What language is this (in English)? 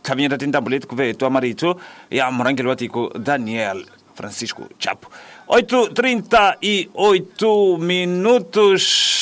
Tsonga